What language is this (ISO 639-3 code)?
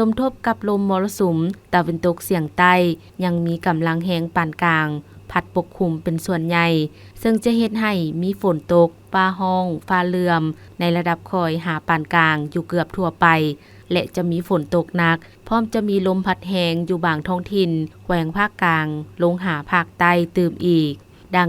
lao